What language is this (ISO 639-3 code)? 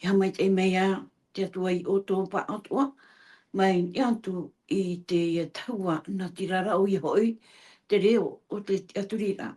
tah